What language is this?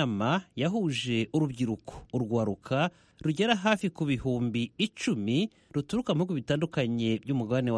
Kinyarwanda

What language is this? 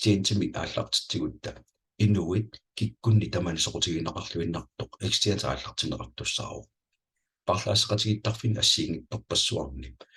Kalaallisut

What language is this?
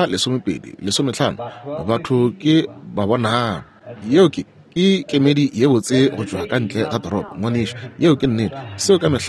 Northern Sotho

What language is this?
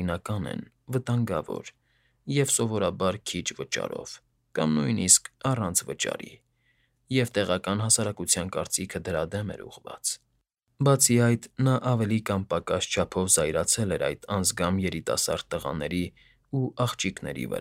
Armenian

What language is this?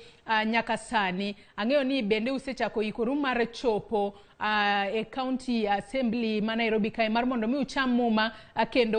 Luo (Kenya and Tanzania)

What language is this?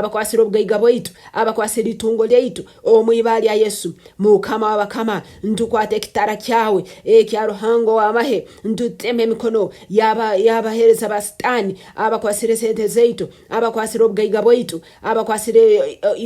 Nyoro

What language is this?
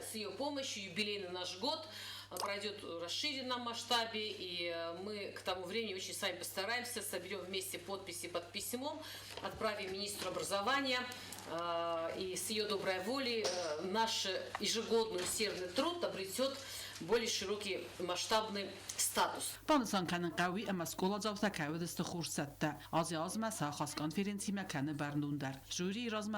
Ossetic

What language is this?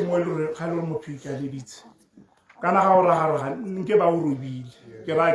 Tswana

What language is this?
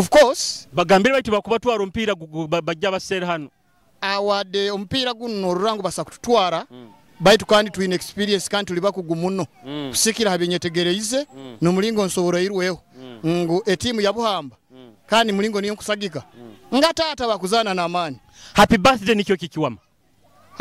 Nyoro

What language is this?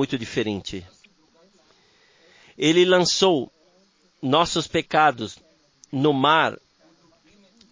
Portuguese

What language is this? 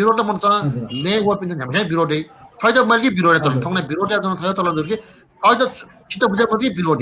Newari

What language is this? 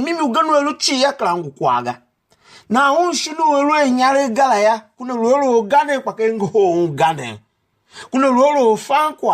Tiv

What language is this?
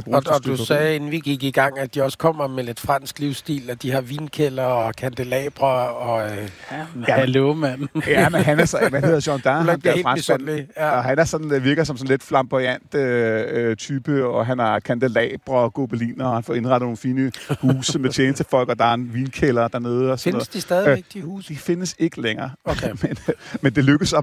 Danish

